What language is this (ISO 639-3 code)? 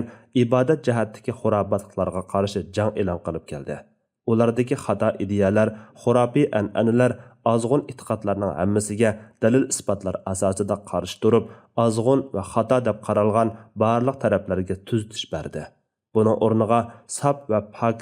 uig